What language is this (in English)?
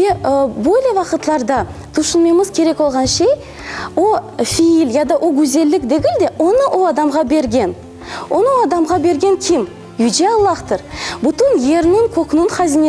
Crimean Tatar